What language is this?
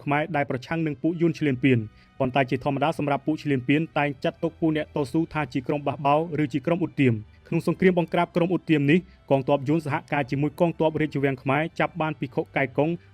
Khmer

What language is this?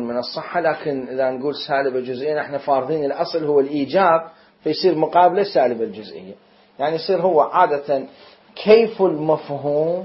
Mesopotamian Arabic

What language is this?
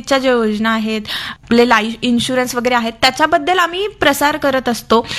Marathi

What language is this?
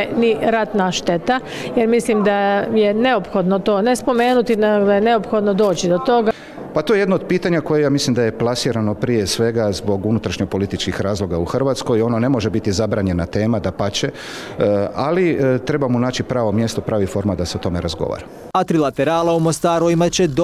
Croatian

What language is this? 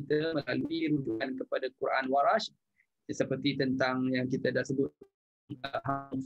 Malay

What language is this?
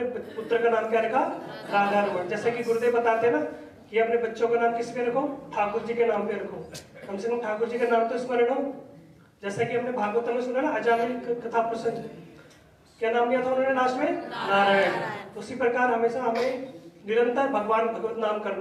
Hindi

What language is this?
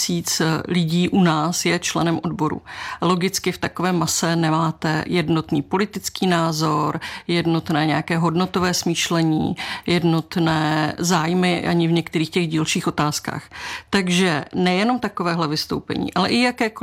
Czech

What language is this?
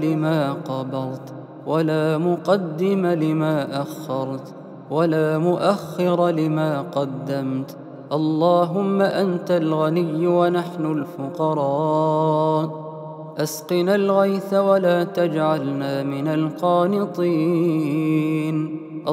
Arabic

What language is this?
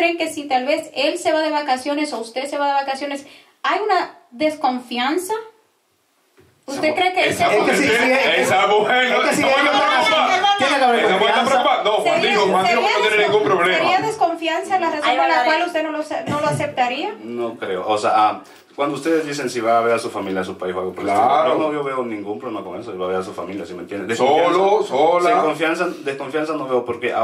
Spanish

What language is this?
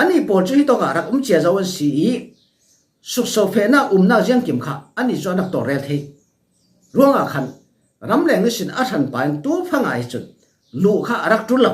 Falam Chin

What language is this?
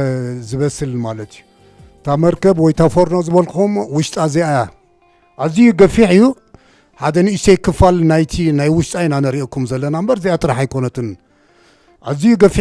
Tigrinya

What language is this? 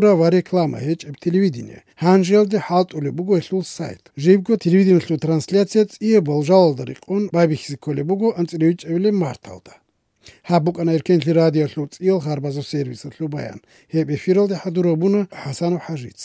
Avaric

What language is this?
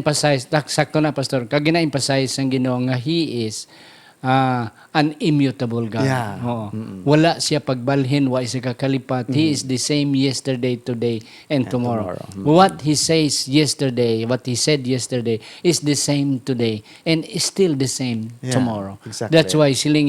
Hiligaynon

